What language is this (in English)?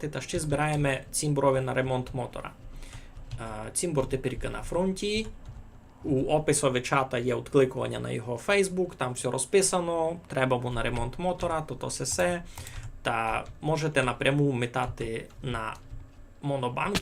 Rusyn